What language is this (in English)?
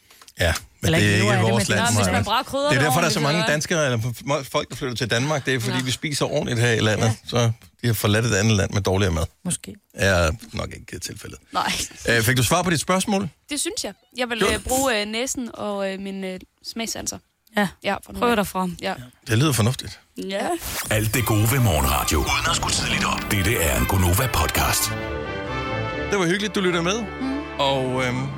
Danish